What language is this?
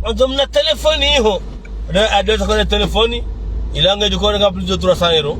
Ngazidja Comorian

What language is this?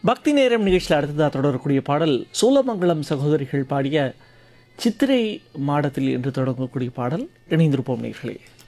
Tamil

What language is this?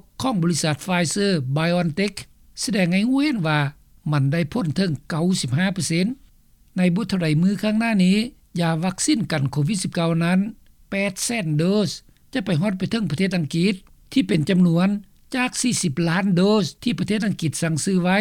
Lao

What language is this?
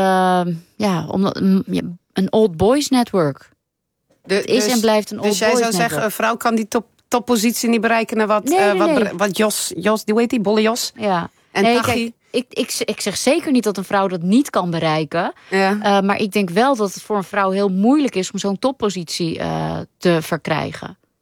Dutch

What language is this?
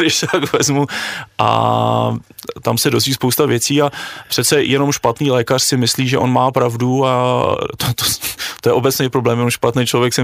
Czech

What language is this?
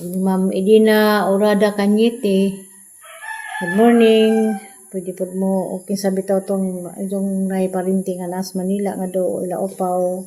Cebuano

